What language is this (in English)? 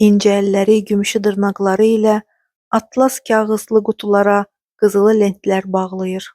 Azerbaijani